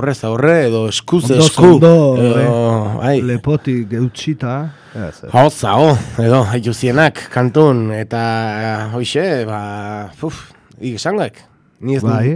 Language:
Basque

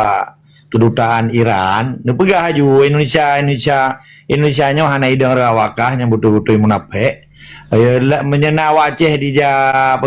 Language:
Achinese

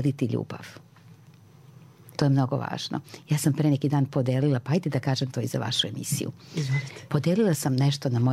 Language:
Serbian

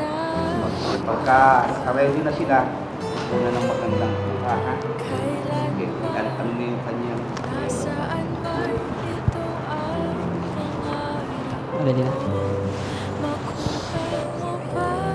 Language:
Filipino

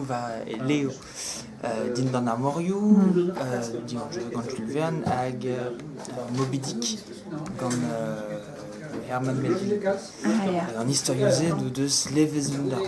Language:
Breton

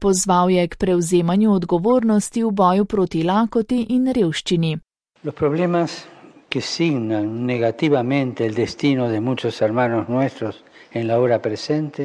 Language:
Slovenian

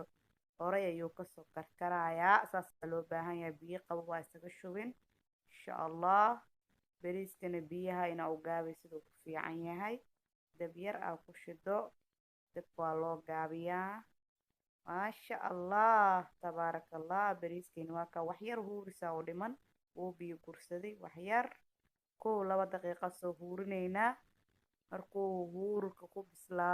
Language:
Somali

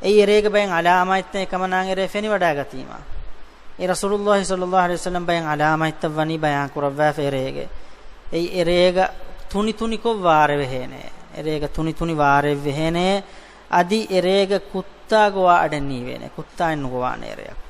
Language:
Divehi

